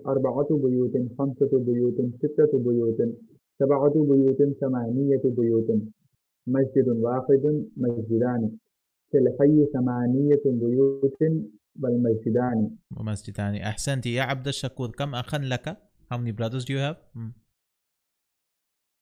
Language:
Arabic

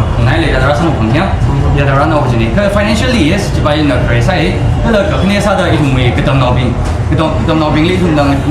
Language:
Tangkhul Naga (India)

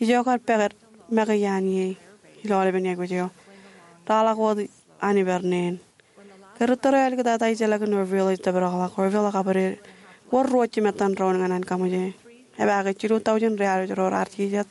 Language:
Marshallese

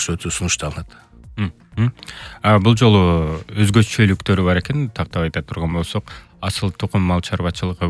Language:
Kyrgyz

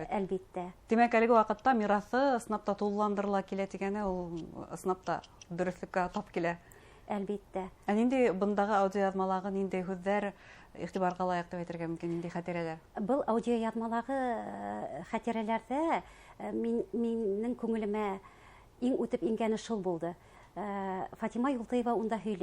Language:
Bashkir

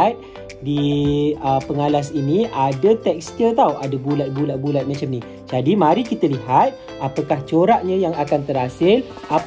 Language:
Malay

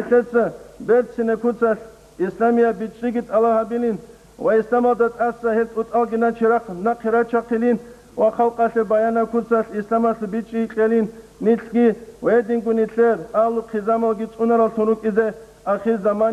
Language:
Avaric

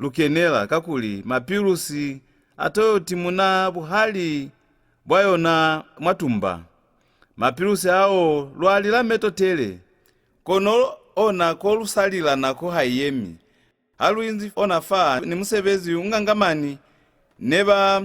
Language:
Lozi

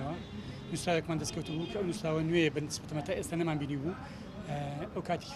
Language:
Central Kurdish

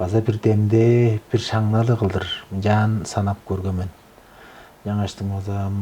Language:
Tuvinian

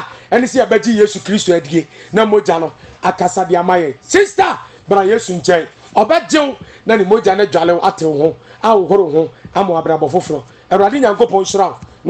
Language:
Akan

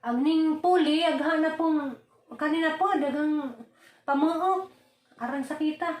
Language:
Cebuano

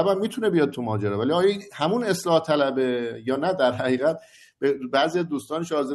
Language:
Persian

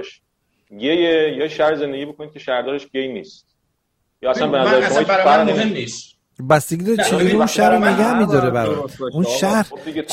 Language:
Persian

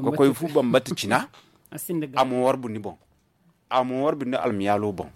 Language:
Zarma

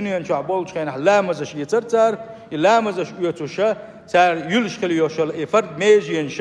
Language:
Chechen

